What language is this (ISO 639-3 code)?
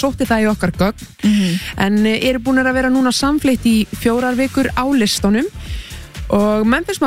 isl